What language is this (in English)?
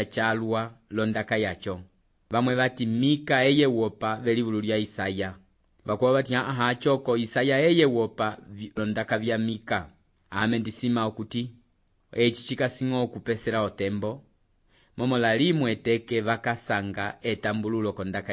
Umbundu